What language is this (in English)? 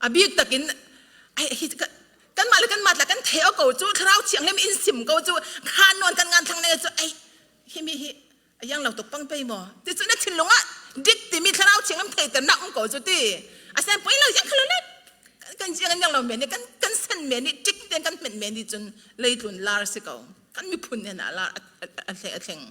Falam Chin